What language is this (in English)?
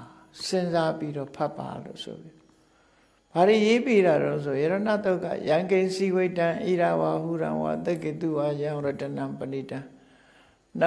Burmese